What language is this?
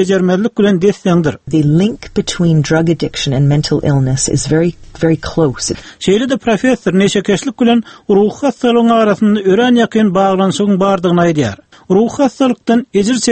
Turkmen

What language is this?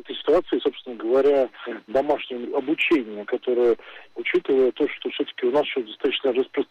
Russian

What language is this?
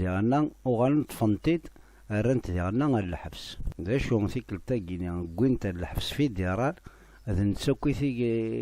Kabyle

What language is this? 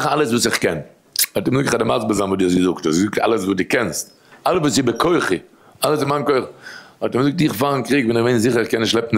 Yiddish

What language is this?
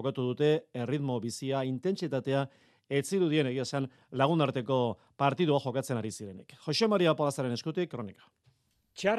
Basque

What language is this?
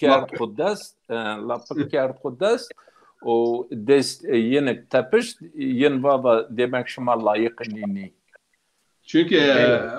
Zaza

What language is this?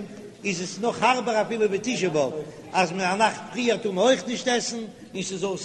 Yiddish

